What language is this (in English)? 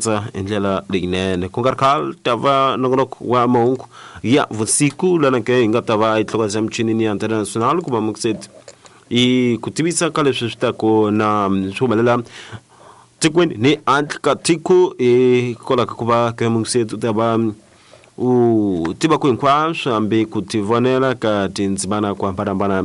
Tsonga